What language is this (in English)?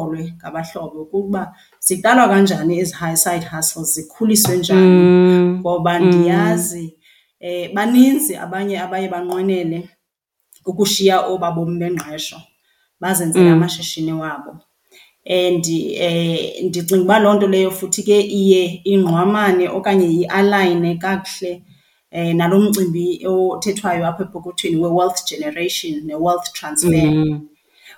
Xhosa